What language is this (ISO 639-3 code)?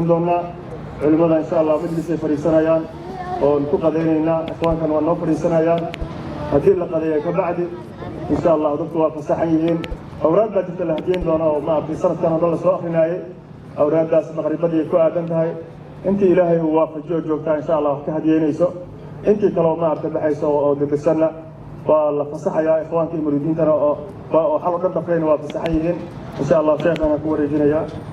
som